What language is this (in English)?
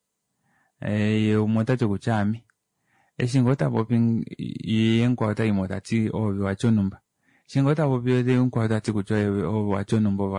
Kuanyama